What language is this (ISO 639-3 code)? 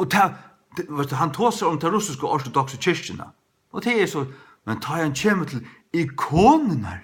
fao